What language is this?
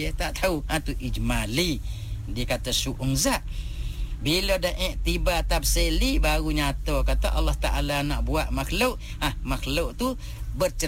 Malay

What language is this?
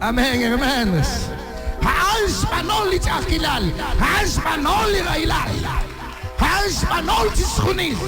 Kekchí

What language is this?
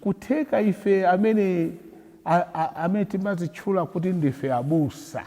Nyanja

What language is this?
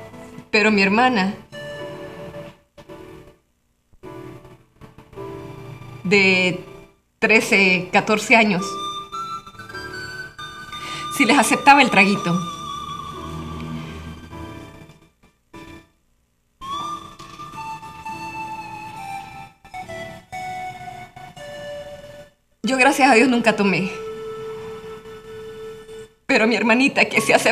Spanish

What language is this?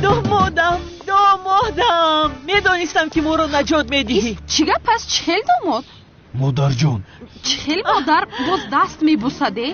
Tajik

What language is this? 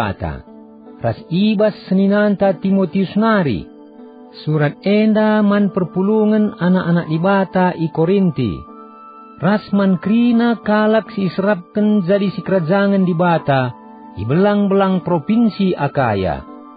Batak Karo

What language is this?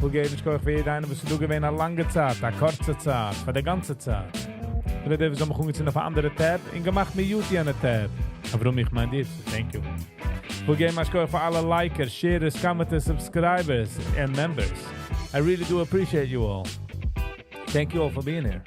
Yiddish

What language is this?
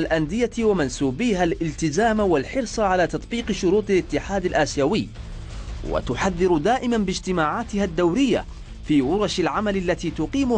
Arabic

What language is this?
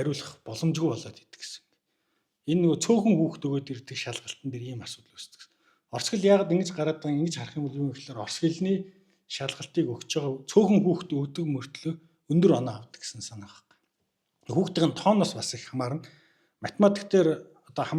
Mongolian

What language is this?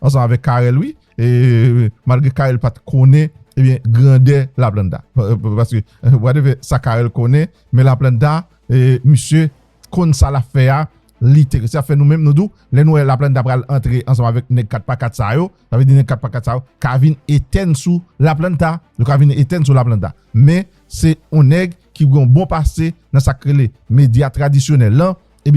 Haitian Creole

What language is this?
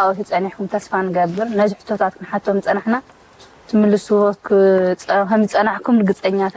Tigrinya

